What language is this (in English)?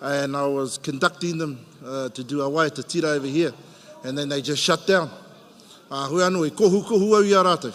Māori